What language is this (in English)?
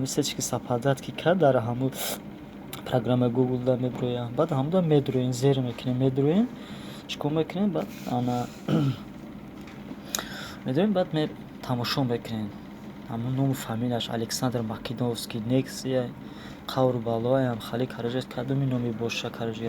Tajik